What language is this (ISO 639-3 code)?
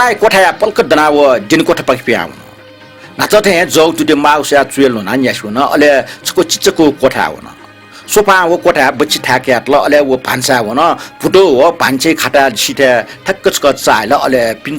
new